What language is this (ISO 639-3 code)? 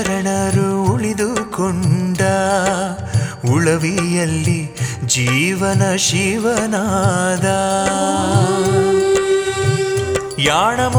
kan